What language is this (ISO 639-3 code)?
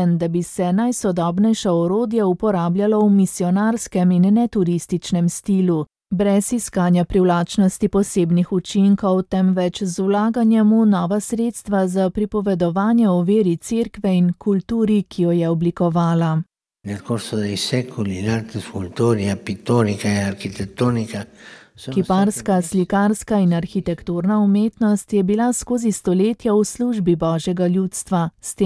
slv